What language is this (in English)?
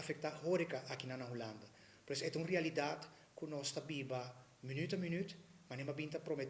Papiamento